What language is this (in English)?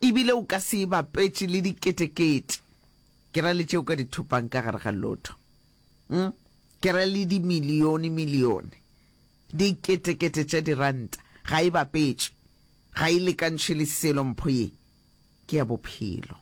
Northern Sotho